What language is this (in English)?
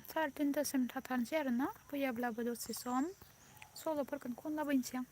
Bodo